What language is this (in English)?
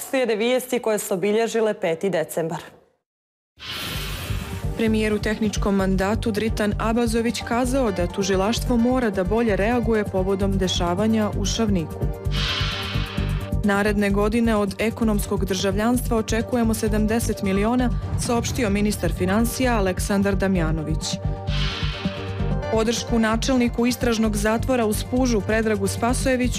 Serbian